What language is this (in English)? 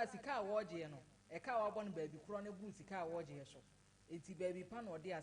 Akan